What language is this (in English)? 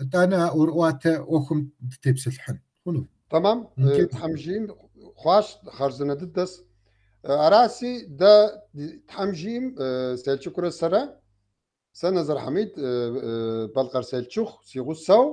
Kabardian